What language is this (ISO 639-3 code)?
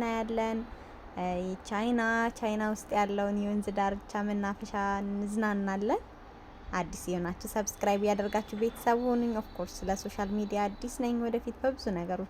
amh